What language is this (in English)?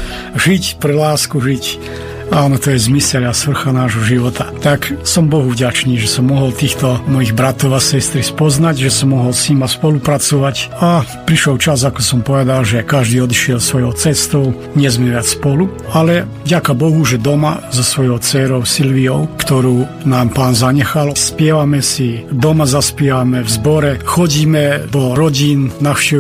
Slovak